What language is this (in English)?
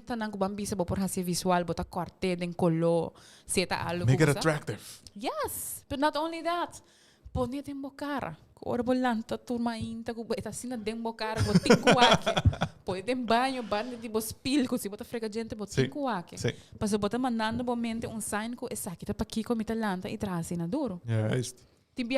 Papiamento